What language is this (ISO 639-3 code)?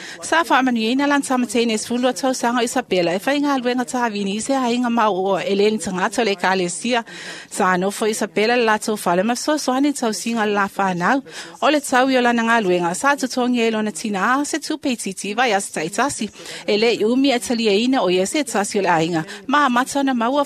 smo